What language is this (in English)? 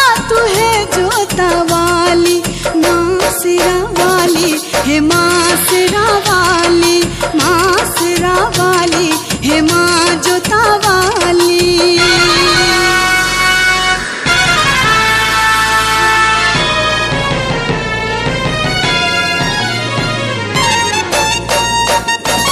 Bhojpuri